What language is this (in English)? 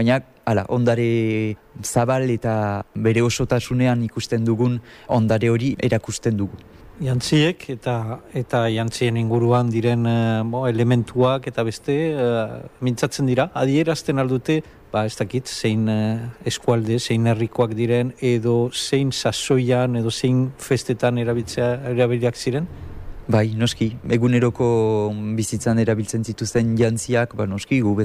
Basque